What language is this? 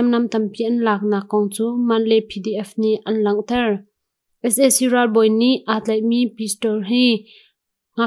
Hakha Chin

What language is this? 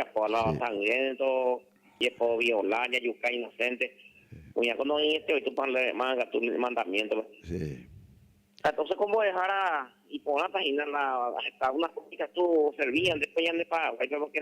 Guarani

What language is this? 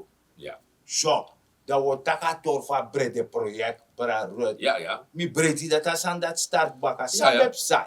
Sranan Tongo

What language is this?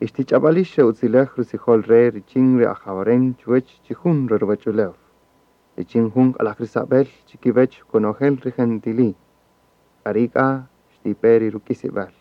Kaqchikel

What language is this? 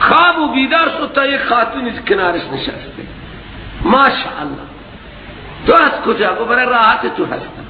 Persian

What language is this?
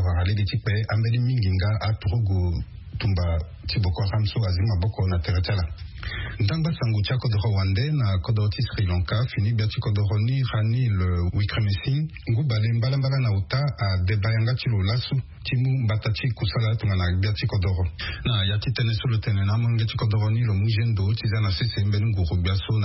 Sango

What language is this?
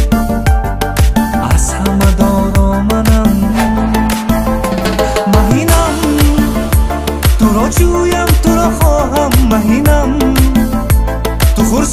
Persian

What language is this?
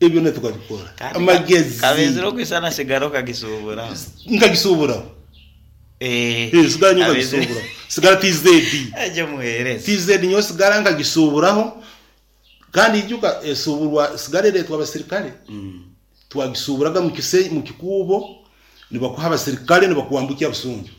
Nyoro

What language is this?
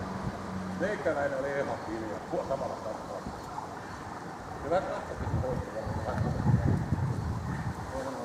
Finnish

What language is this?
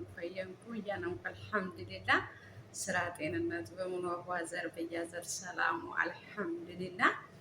Amharic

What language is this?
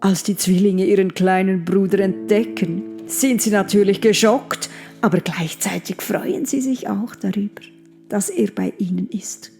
Swiss German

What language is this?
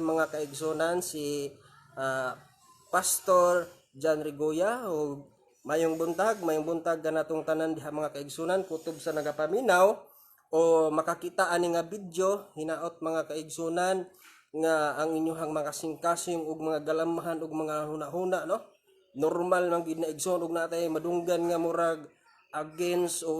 Cebuano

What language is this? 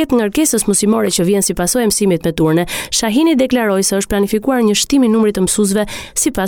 Albanian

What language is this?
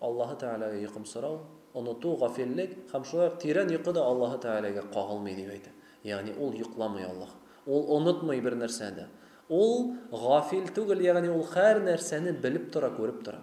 Tatar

